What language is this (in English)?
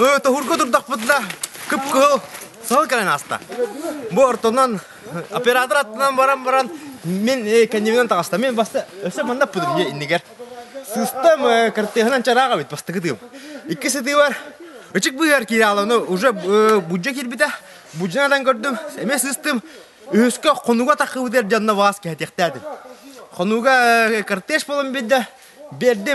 Yakut